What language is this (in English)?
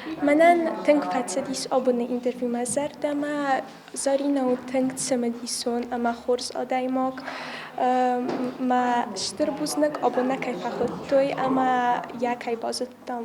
Ossetic